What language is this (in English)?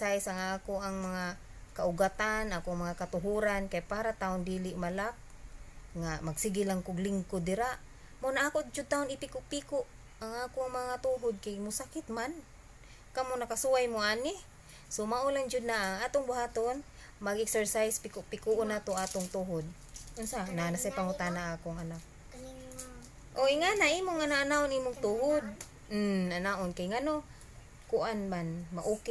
Cebuano